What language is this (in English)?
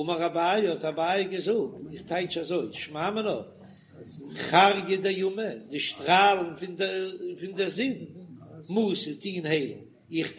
Yiddish